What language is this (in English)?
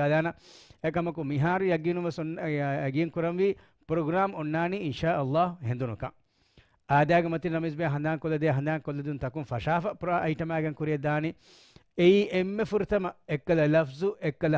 Divehi